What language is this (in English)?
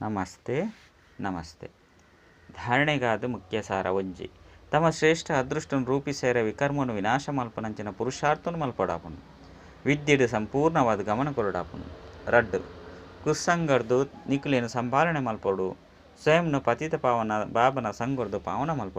Tulu